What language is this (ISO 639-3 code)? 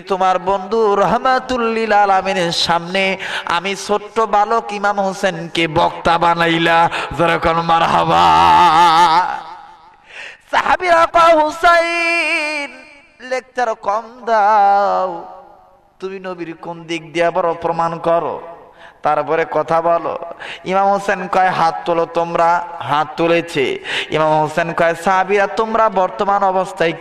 ben